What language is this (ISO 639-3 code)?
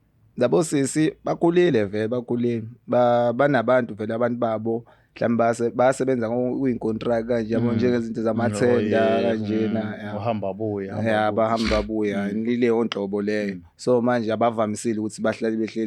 zul